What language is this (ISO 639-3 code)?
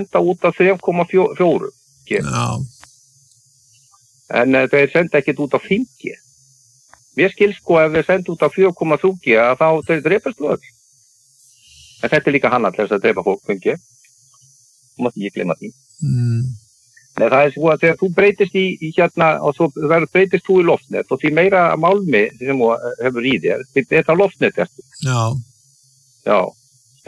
isl